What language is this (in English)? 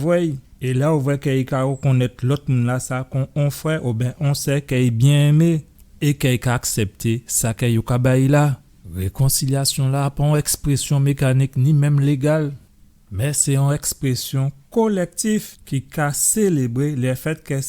Guadeloupean Creole French